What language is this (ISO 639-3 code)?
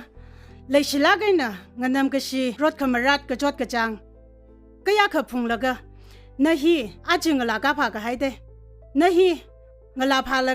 nmf